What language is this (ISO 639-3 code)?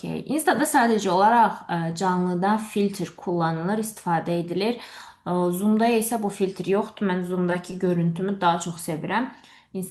aze